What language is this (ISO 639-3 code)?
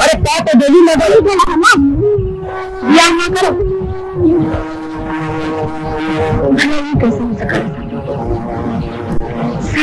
bho